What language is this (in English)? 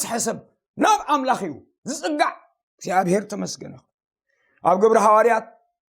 Tigrinya